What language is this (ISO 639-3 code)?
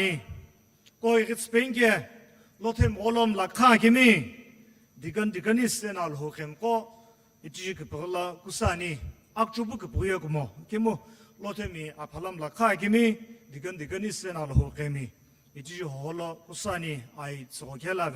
nsm